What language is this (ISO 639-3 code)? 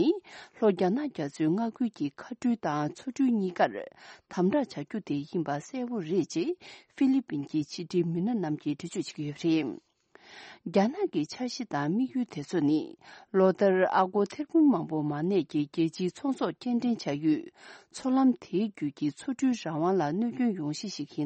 bod